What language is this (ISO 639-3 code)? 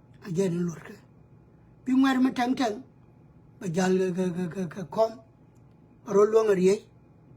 nus